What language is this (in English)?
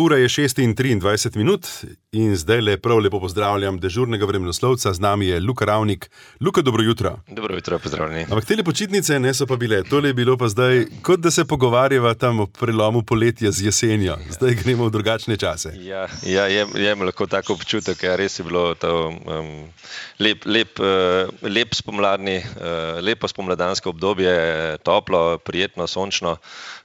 Slovenian